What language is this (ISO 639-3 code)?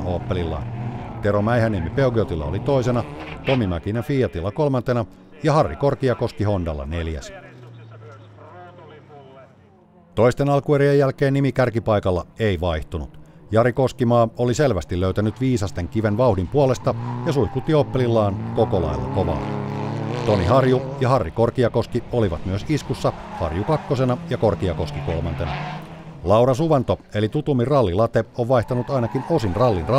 fin